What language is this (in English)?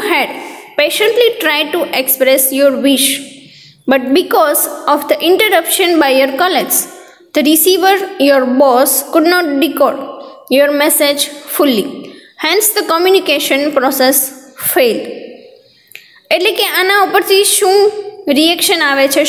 Gujarati